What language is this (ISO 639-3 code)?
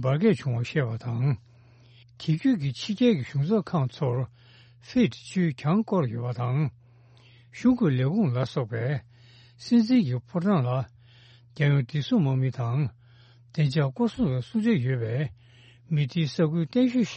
bod